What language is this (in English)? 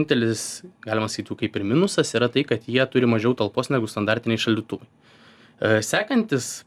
Lithuanian